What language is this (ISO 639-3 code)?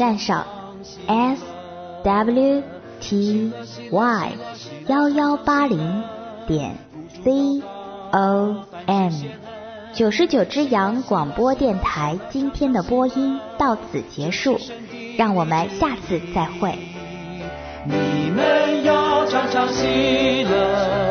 zho